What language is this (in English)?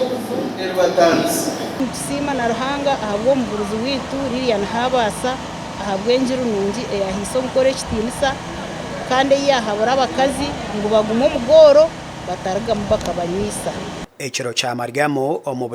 Nyankole